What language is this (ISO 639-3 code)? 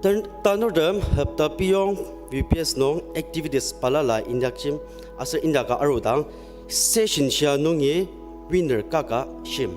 njo